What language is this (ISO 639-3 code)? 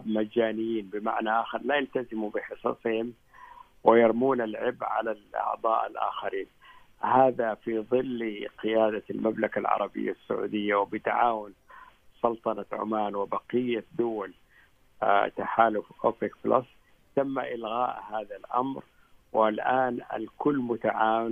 ara